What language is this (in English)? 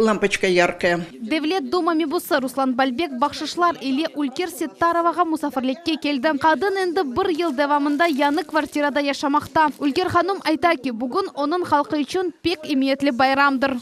Crimean Tatar